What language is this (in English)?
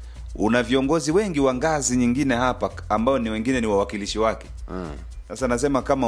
Swahili